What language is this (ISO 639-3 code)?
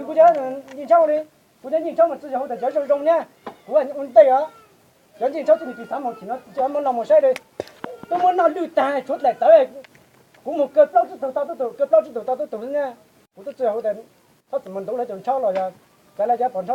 hmn